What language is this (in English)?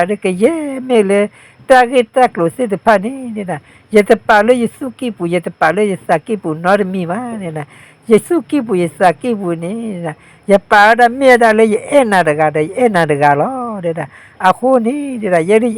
S'gaw Karen